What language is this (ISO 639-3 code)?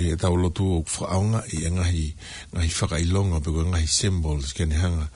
ton